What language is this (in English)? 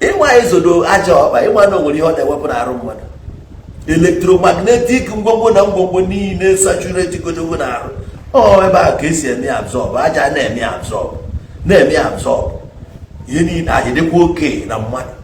Igbo